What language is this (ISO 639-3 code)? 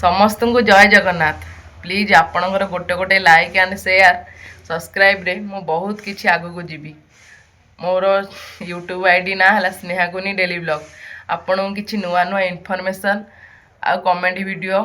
ori